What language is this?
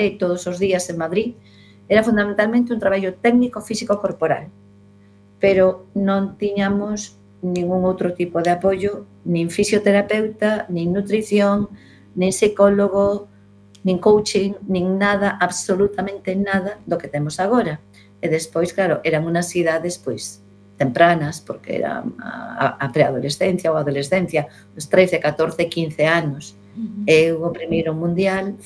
Galician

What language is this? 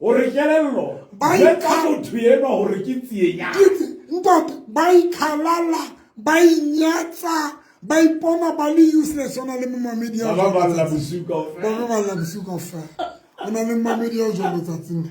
Southern Sotho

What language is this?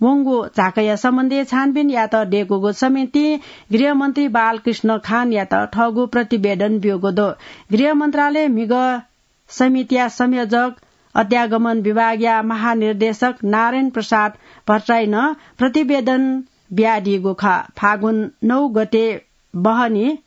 Newari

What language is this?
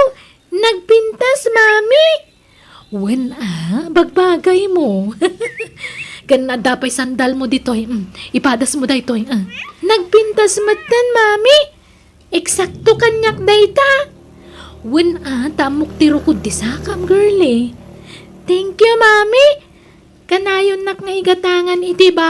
Iloko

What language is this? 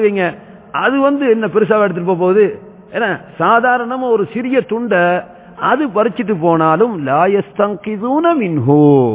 Tamil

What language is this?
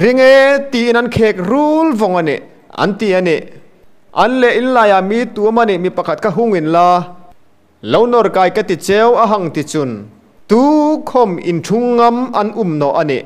Hmar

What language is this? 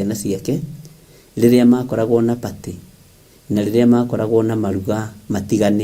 Kikuyu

